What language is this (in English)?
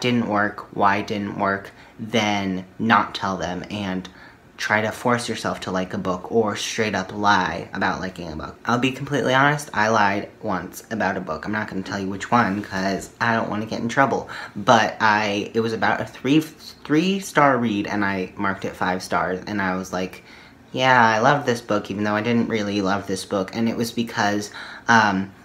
English